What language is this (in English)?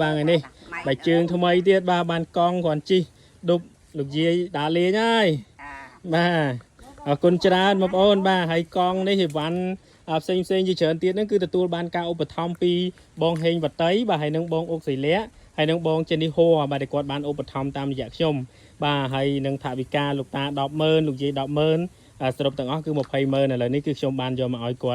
Khmer